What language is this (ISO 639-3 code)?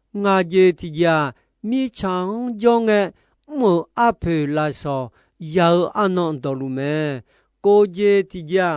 ahk